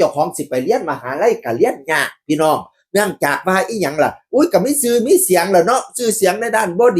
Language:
Northeastern Thai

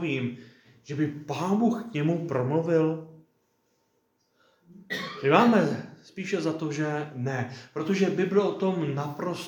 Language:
Czech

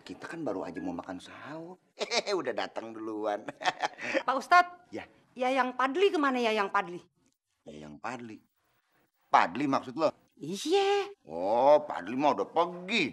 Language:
Betawi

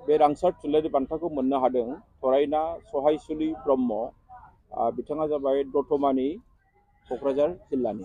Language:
Bodo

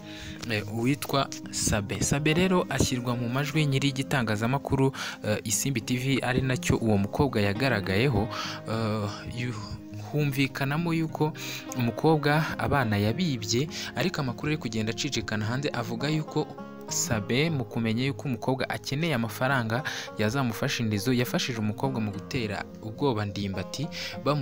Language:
Kinyarwanda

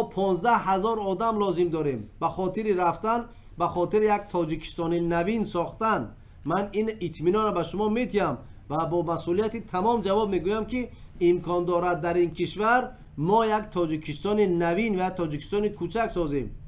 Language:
Tajik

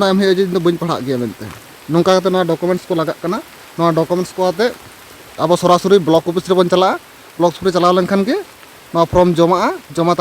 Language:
Santali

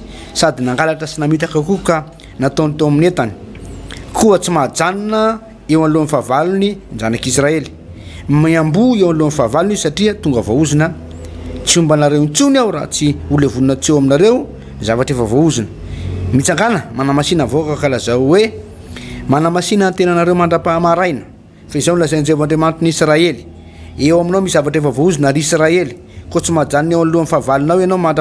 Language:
Malagasy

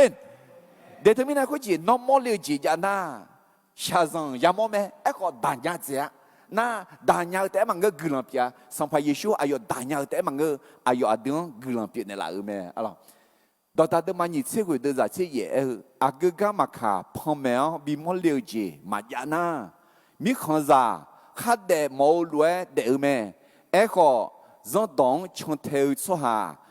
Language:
Akha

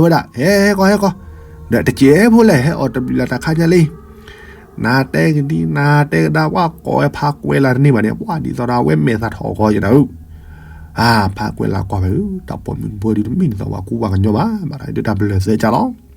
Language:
S'gaw Karen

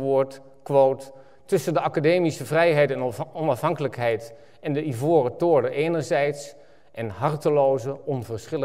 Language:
Dutch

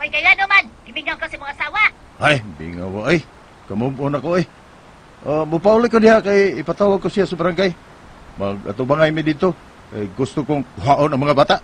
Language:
Cebuano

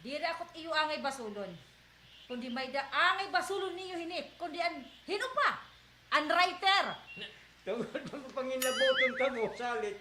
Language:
Waray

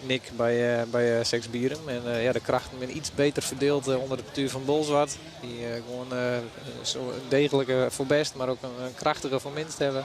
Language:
Western Frisian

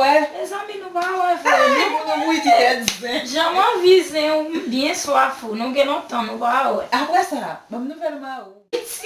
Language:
Haitian Creole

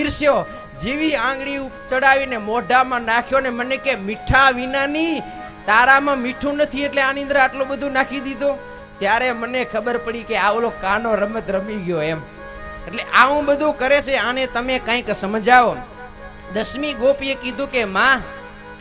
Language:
Gujarati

